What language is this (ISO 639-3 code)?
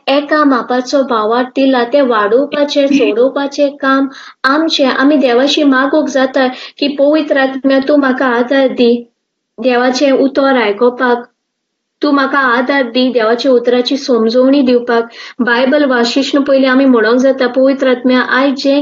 kok